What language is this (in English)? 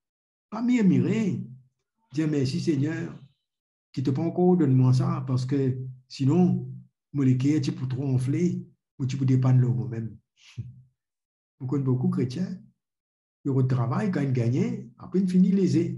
Morisyen